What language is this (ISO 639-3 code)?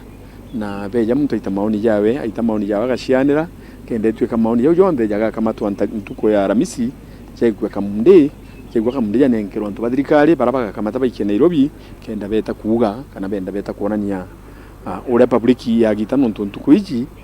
mer